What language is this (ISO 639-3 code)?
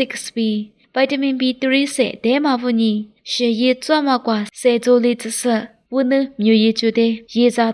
lis